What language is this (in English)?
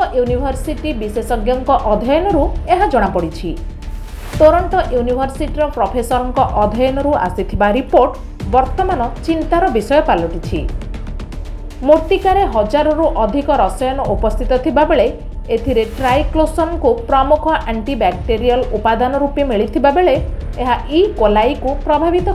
Odia